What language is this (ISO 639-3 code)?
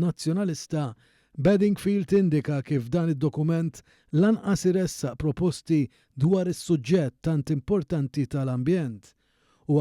mlt